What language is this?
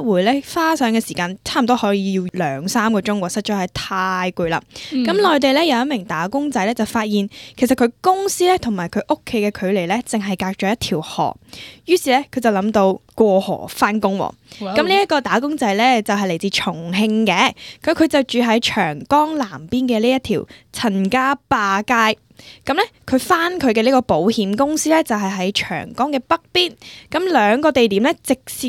Cantonese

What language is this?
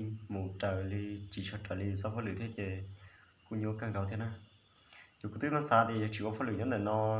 Hmong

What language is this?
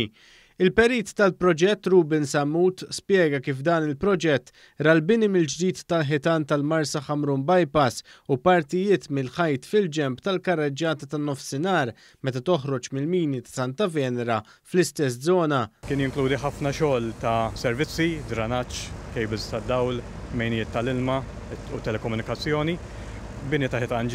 Maltese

